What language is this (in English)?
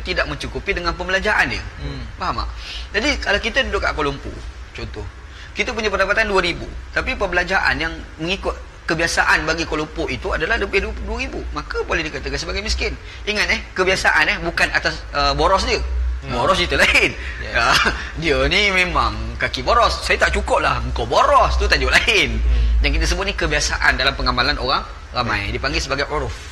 Malay